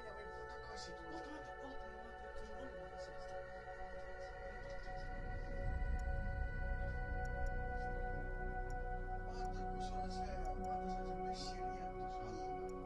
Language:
Estonian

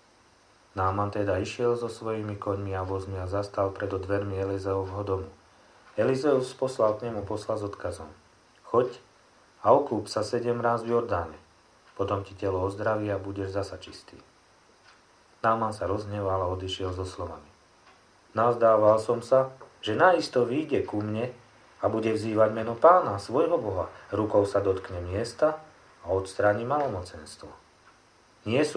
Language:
Slovak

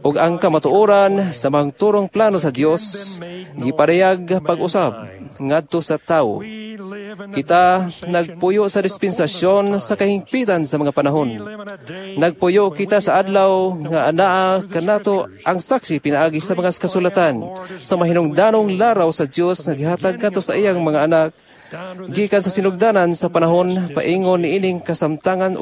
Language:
Cebuano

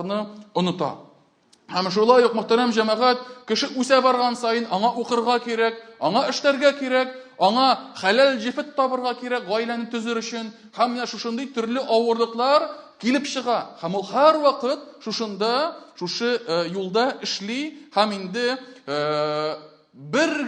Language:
Tatar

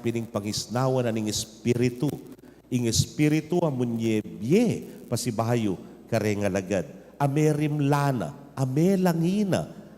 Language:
Pampanga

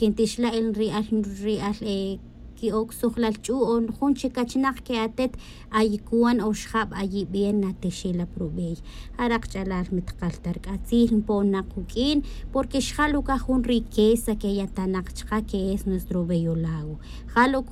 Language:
Tz'utujil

